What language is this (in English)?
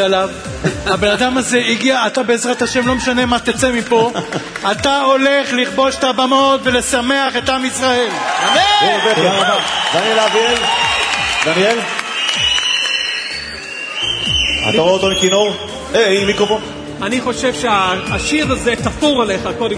Hebrew